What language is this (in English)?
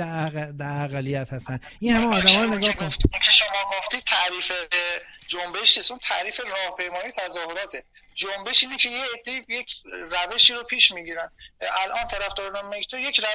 Persian